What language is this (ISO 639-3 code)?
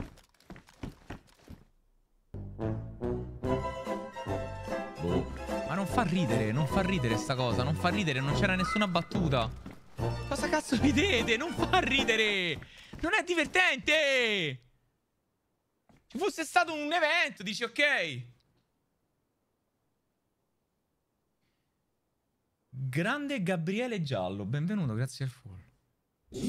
ita